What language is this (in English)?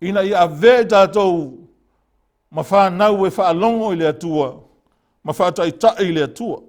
Samoan